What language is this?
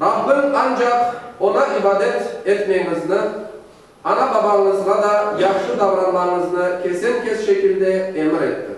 Crimean Tatar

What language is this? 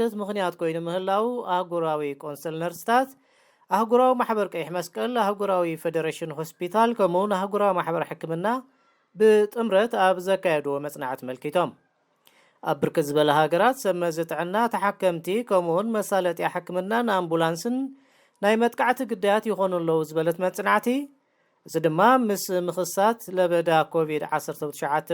Tigrinya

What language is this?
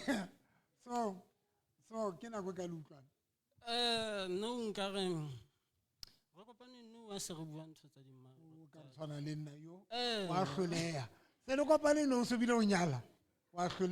Southern Sotho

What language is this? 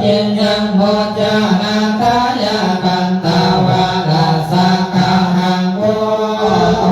Pali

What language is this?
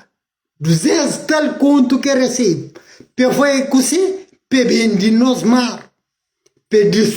Kabuverdianu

